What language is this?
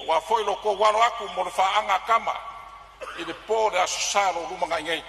Samoan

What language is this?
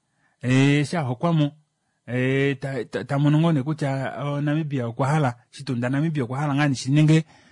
Kuanyama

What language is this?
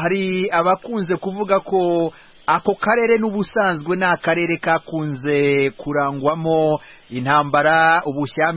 Kinyarwanda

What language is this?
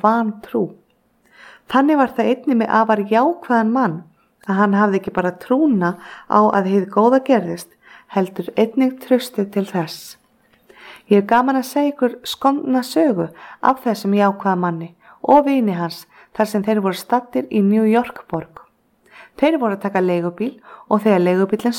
Icelandic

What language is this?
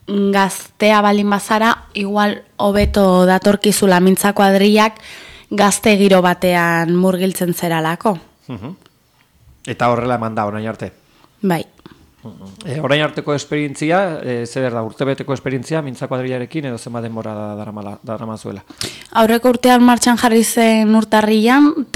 Basque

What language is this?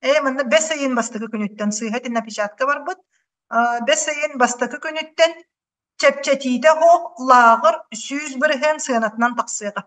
Yakut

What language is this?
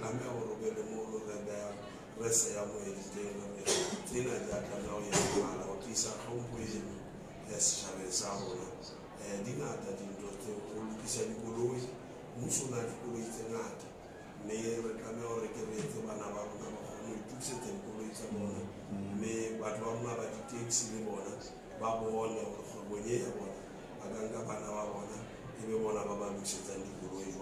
Southern Sotho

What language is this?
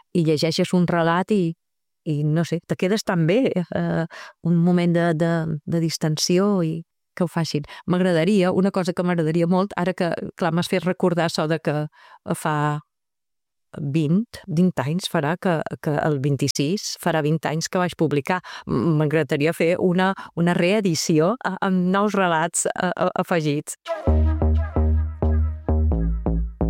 Catalan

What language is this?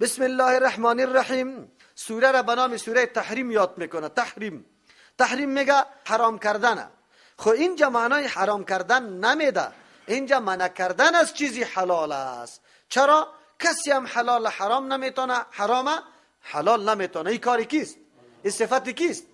Persian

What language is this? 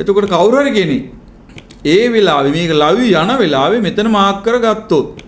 Sinhala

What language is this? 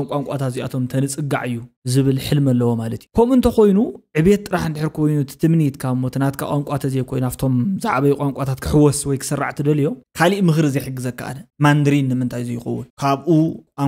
Tigrinya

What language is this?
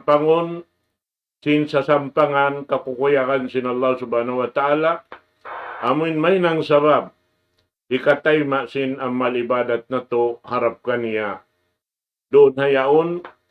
Tausug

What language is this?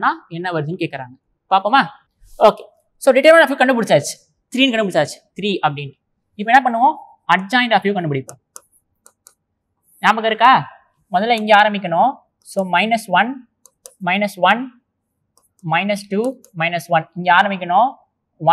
Tamil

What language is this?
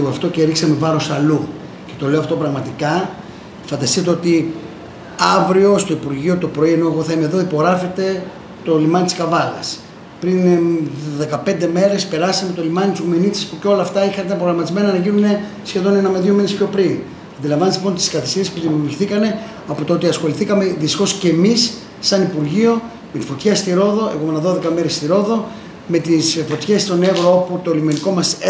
Greek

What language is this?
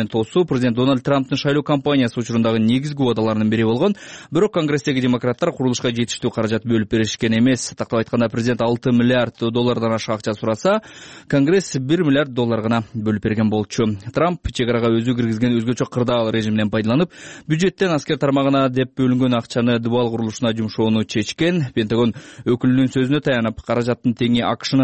Kyrgyz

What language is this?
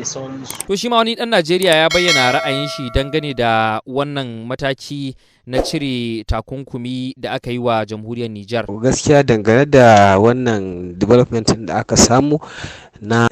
Hausa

